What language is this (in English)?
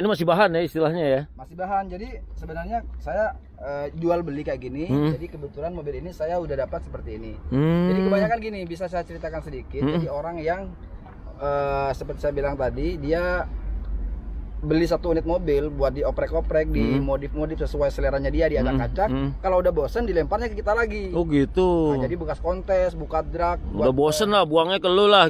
Indonesian